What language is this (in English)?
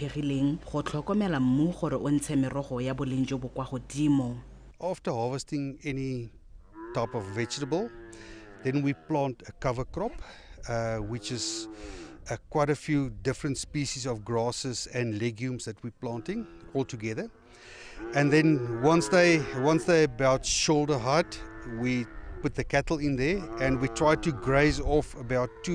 Tswana